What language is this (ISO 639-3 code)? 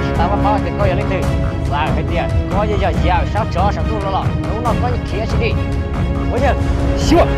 hmn